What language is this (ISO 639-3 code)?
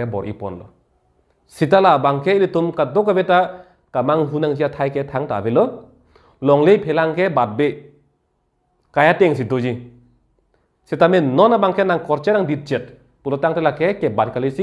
mjw